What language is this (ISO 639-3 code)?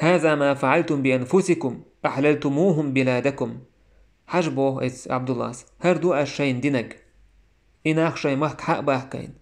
che